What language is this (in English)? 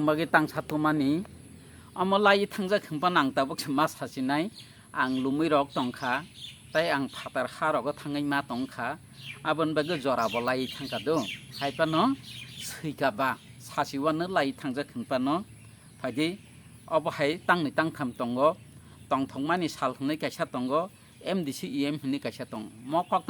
Kok Borok